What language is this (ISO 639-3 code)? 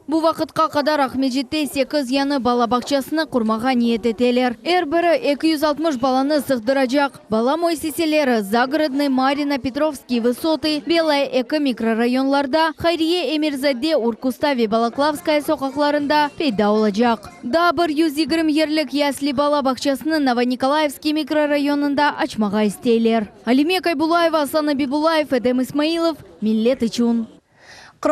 crh